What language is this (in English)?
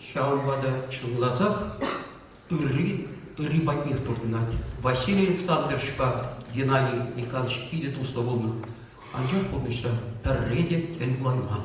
Chuvash